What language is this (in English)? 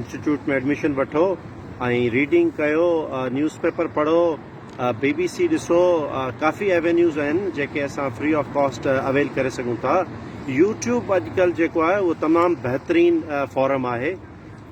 Sindhi